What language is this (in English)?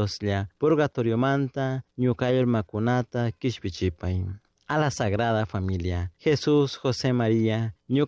Chimborazo Highland Quichua